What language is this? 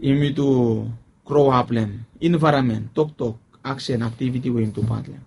Bislama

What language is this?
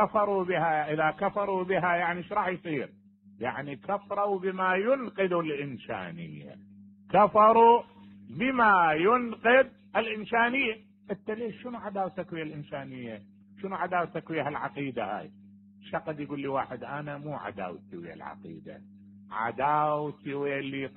Mesopotamian Arabic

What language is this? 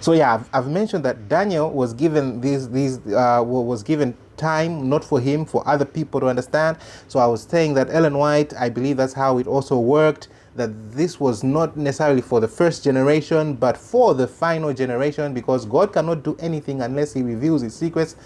English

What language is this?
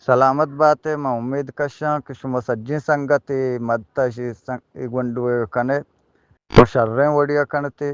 Eastern Balochi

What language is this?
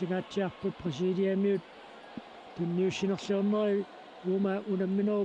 Kalaallisut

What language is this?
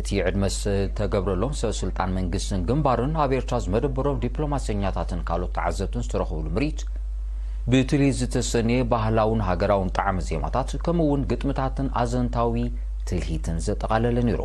Tigrinya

